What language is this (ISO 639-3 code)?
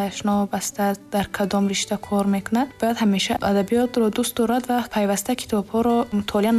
tgk